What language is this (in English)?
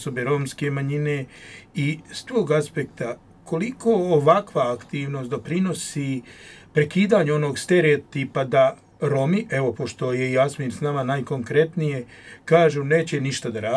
Croatian